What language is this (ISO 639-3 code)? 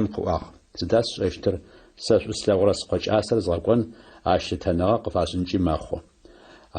ady